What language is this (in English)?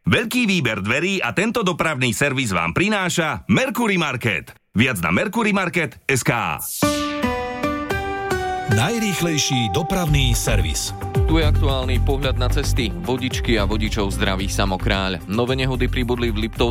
Slovak